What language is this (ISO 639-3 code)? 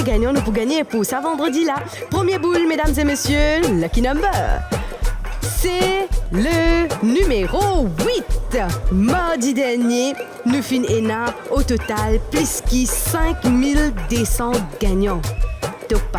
mfe